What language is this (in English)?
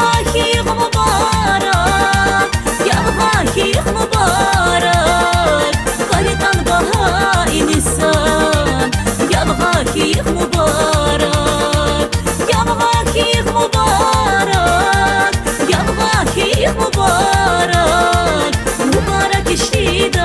Tabassaran